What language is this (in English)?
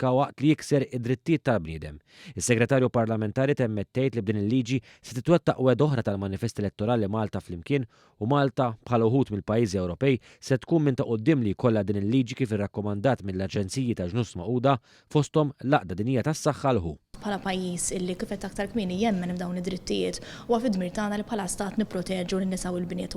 Maltese